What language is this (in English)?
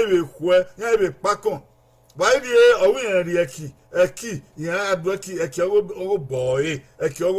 Bini